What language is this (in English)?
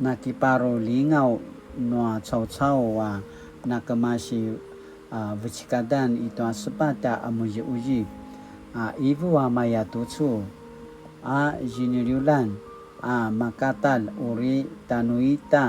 Paiwan